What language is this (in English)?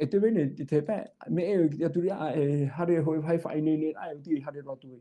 Tahitian